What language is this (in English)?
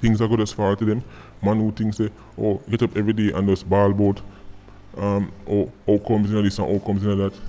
Jamaican Creole English